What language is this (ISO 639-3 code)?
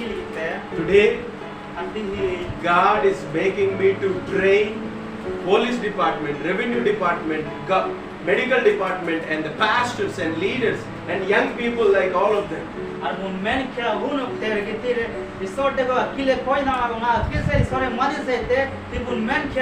sat